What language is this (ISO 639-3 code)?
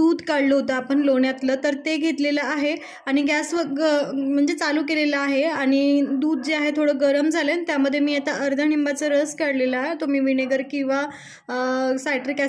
mar